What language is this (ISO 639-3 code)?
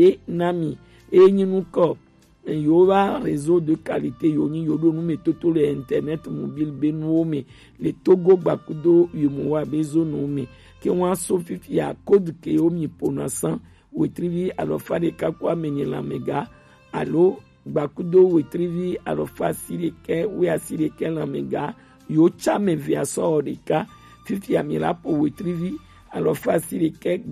gej